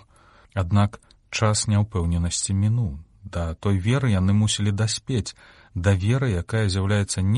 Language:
Belarusian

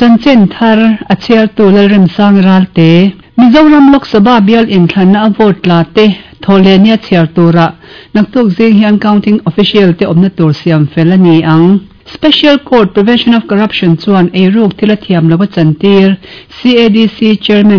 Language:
Mizo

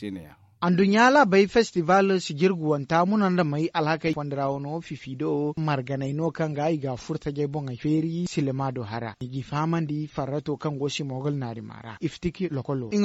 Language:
Zarma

